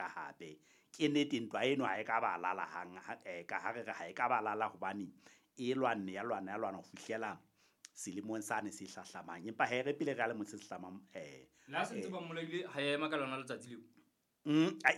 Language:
Southern Sotho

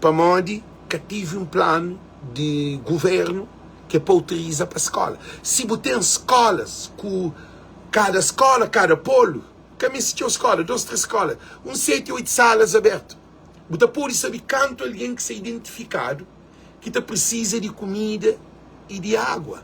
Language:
Kabuverdianu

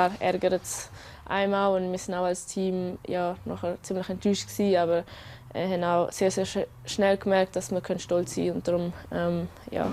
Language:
Romansh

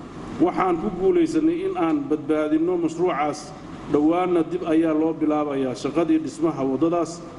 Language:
Somali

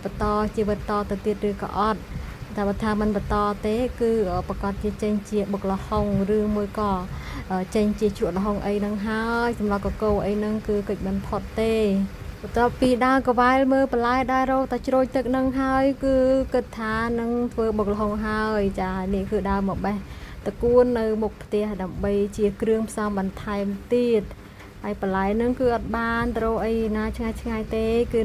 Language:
Khmer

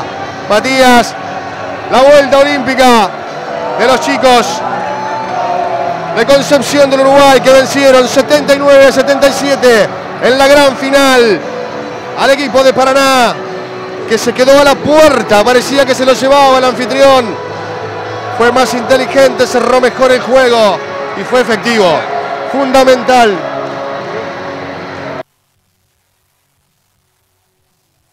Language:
Spanish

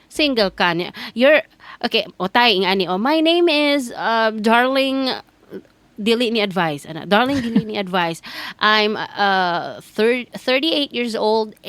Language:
Cebuano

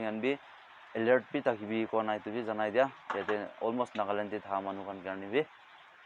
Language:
Naga Pidgin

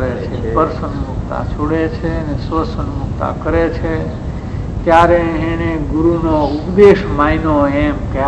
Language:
Gujarati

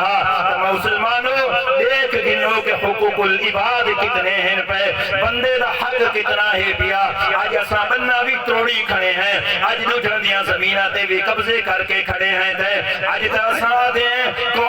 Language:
Saraiki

